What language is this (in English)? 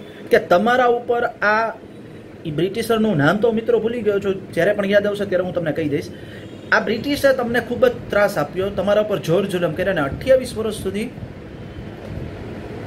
Gujarati